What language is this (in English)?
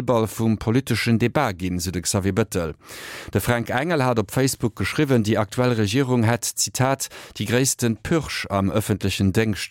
Luxembourgish